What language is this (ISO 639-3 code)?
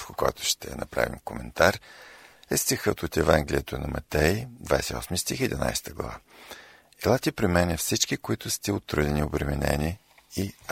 bul